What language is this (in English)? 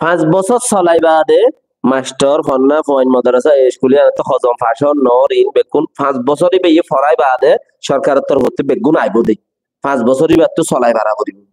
Rohingya